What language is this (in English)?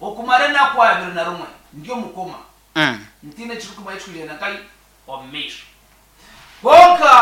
Nyankole